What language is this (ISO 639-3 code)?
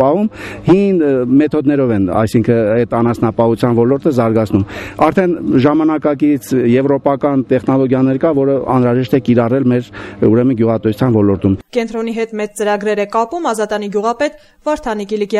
hye